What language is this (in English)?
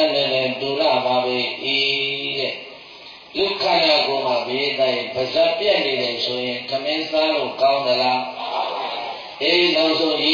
Burmese